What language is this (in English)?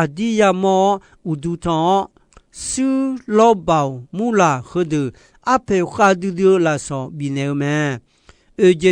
Akha